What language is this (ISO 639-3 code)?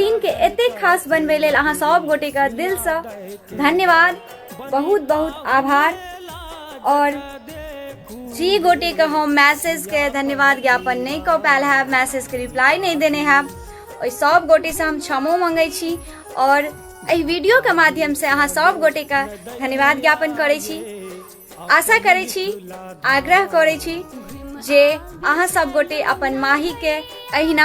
mai